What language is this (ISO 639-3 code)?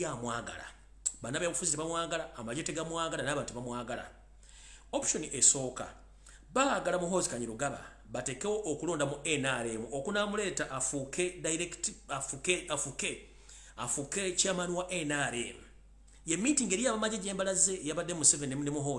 lug